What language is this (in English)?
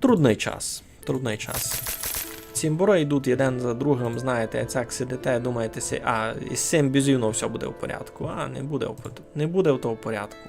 Rusyn